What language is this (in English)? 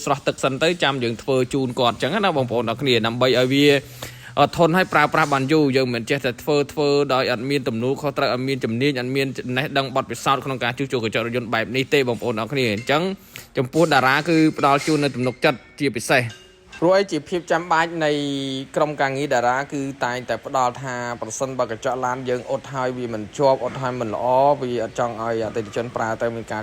Khmer